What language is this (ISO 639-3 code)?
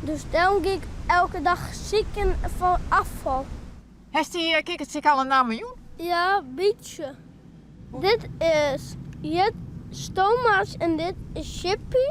fry